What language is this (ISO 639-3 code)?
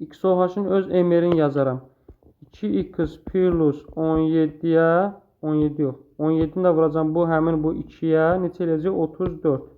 aze